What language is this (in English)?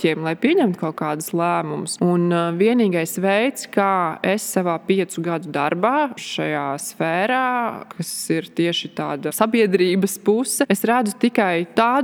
Latvian